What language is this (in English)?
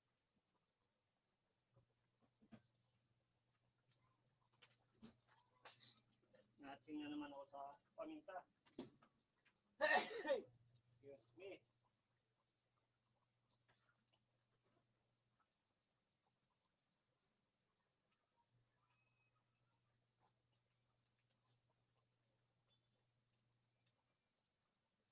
Filipino